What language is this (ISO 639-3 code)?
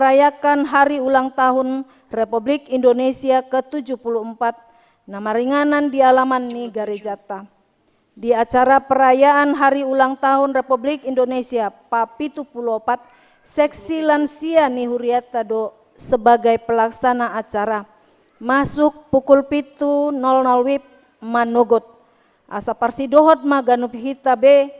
bbc